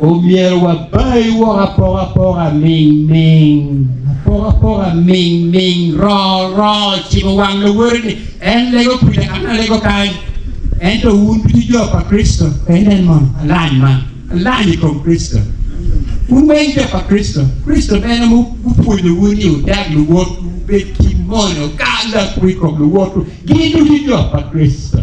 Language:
Acoli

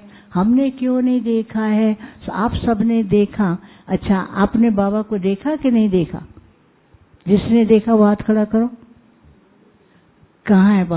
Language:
Hindi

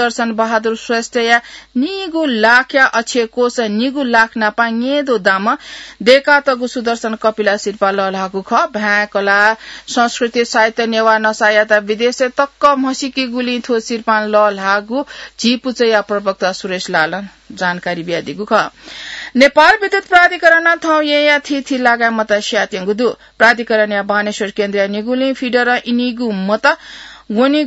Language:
Newari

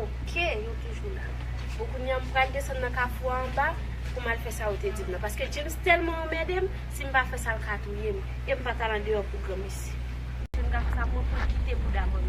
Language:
Haitian Creole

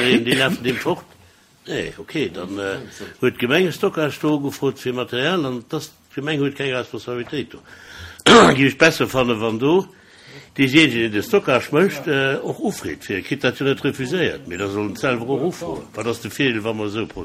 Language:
Luxembourgish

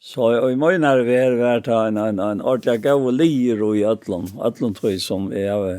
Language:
Faroese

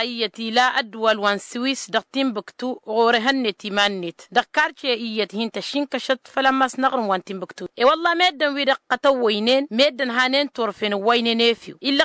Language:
Tamasheq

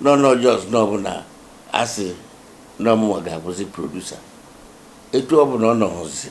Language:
Igbo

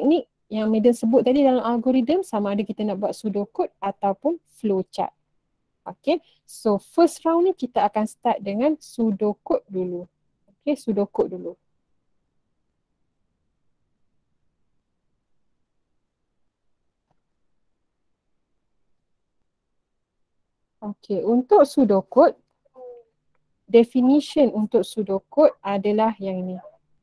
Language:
Malay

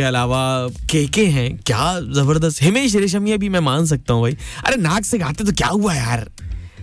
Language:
Hindi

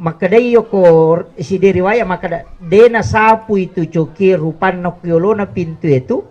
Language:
Buginese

